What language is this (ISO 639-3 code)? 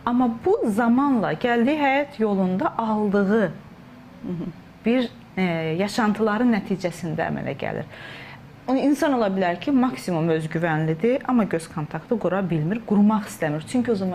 aze